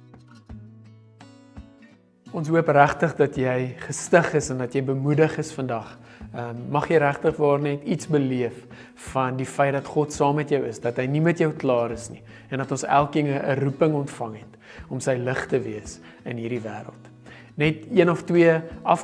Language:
Afrikaans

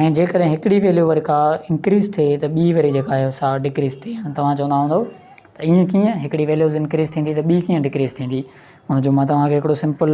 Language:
Sindhi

